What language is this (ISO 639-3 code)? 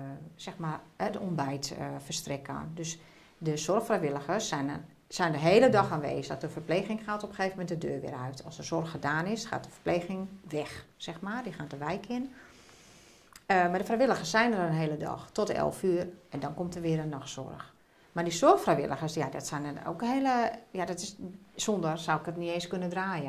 nld